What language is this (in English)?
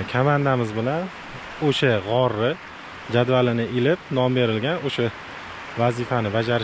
Uzbek